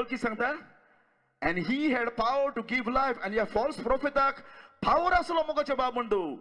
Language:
Konkani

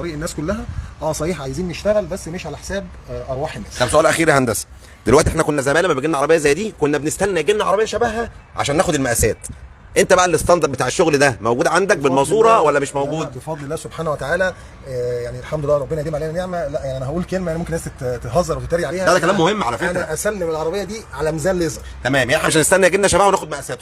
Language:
Egyptian Arabic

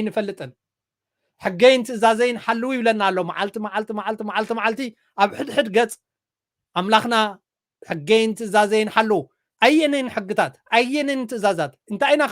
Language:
Tigrinya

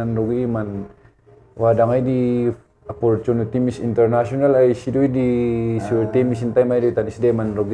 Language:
Kankanaey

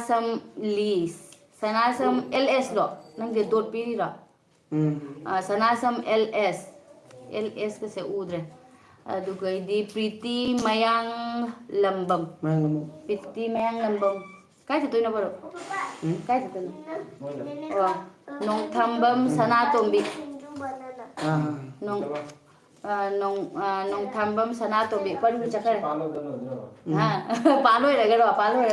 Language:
Manipuri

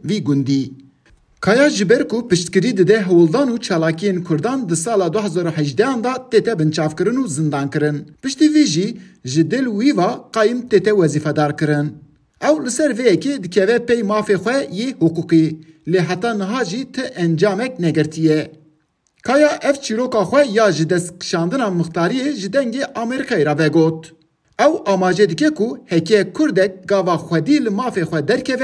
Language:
Kurdish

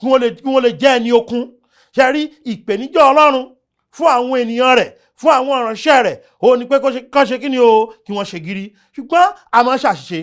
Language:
Yoruba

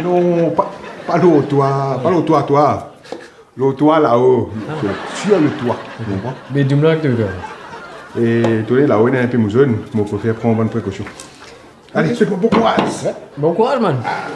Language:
Morisyen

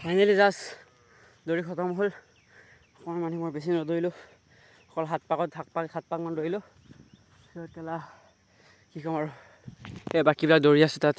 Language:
Assamese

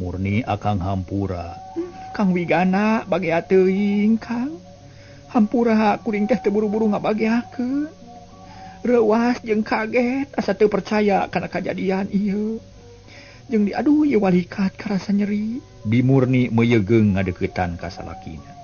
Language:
Sundanese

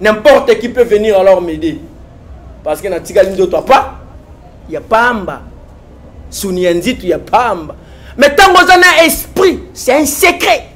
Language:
Lingala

